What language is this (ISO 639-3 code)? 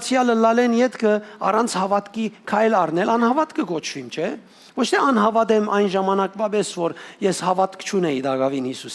hyw